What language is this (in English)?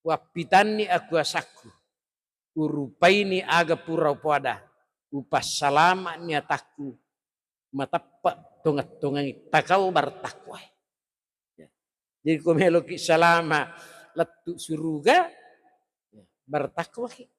Buginese